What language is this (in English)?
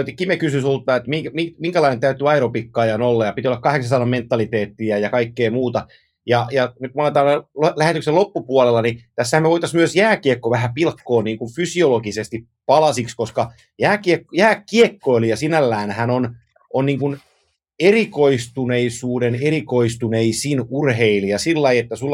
Finnish